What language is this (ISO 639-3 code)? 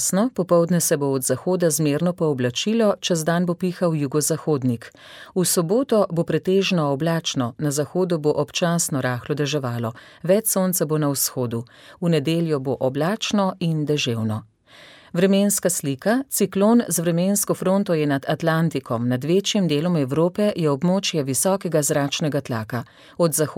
slv